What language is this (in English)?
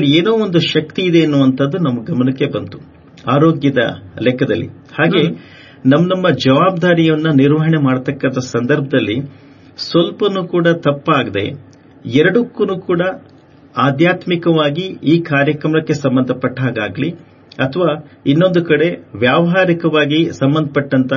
Kannada